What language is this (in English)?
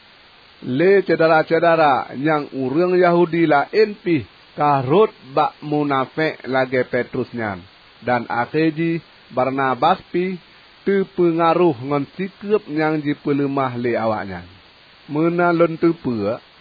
Achinese